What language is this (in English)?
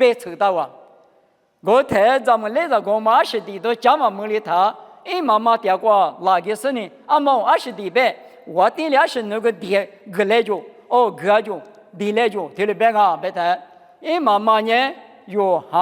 Lisu